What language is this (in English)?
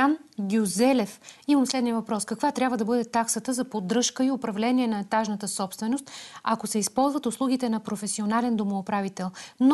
Bulgarian